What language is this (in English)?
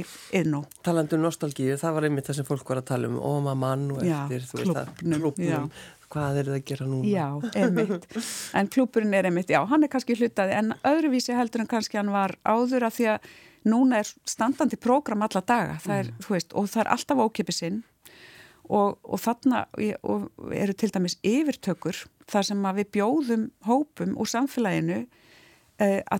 Icelandic